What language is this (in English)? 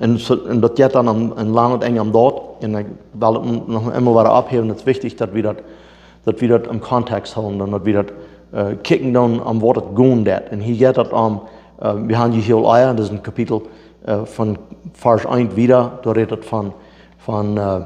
Plautdietsch